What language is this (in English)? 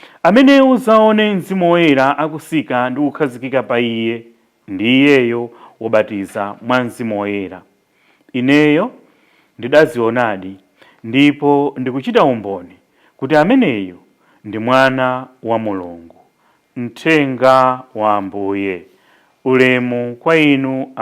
Nyanja